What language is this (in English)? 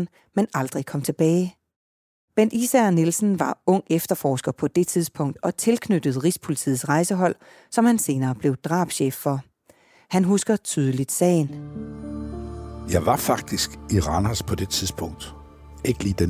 Danish